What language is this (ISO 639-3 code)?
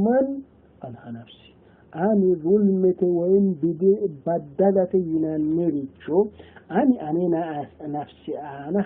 sid